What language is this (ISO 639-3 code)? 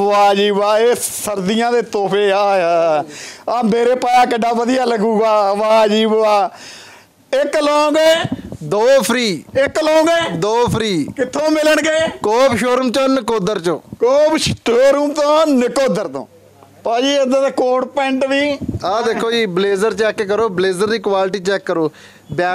pan